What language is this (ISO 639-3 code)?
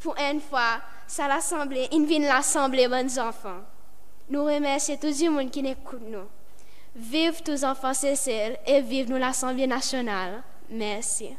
crs